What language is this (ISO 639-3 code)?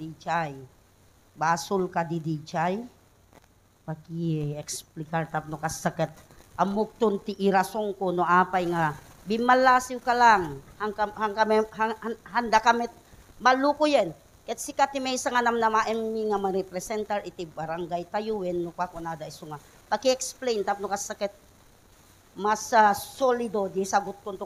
ilo